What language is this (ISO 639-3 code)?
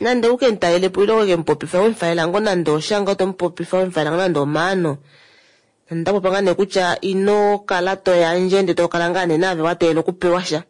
kua